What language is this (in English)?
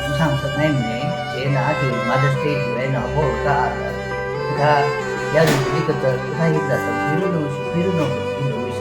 Tangkhul Naga (India)